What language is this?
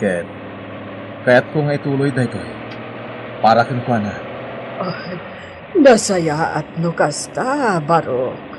Iloko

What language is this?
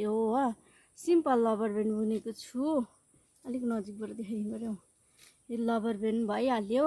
Nepali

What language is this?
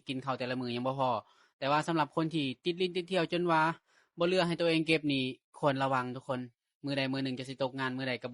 Lao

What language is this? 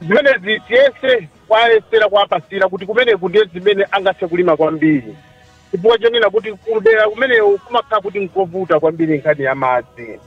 Nyanja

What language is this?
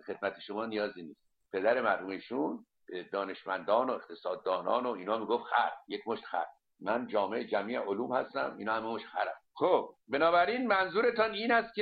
Persian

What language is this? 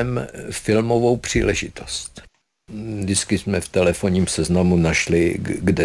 Czech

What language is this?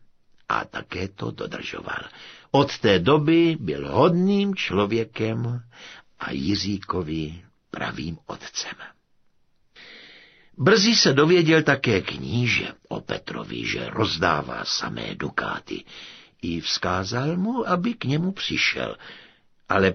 Czech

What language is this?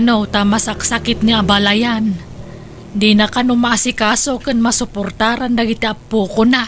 Iloko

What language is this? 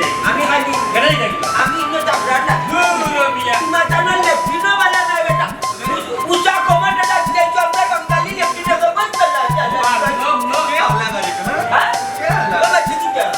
Sylheti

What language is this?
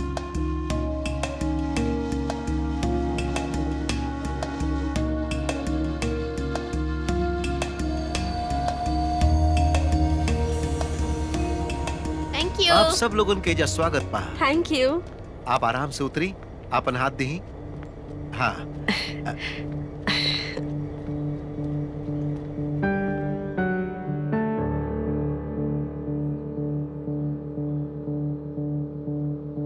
Bhojpuri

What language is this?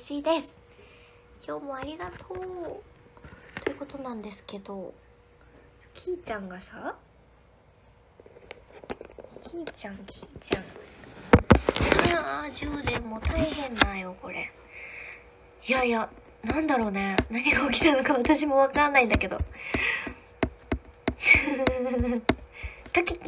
Japanese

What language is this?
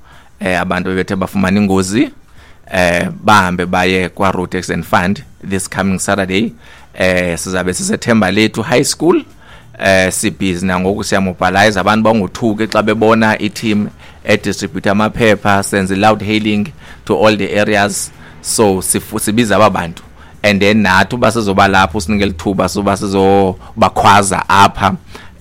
Xhosa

